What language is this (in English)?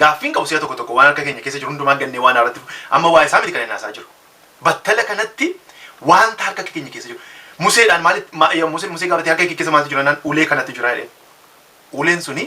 Oromo